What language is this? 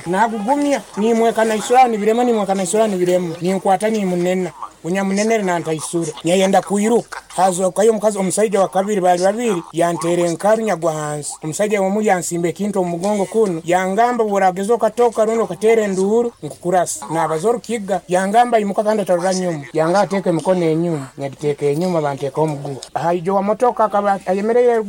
Nyoro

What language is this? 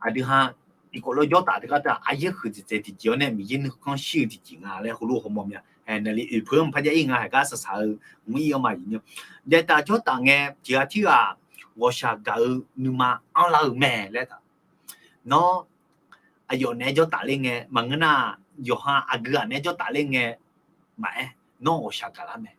Akha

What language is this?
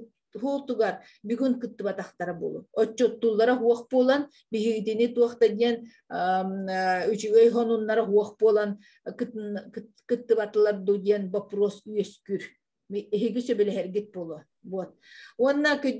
Yakut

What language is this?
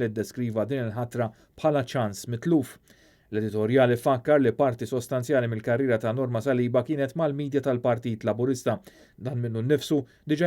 Maltese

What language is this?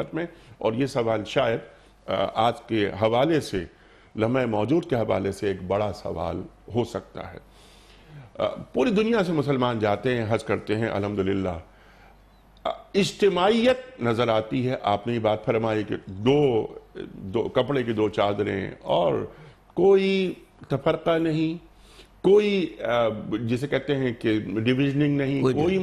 Urdu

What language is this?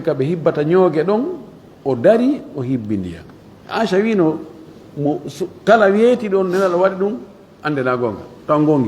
Fula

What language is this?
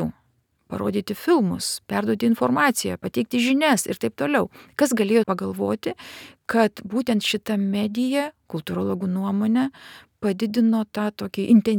Lithuanian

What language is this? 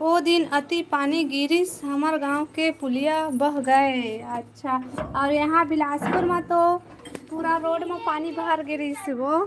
Chhattisgarhi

